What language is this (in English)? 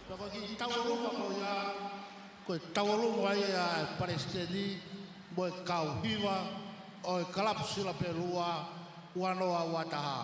Tongan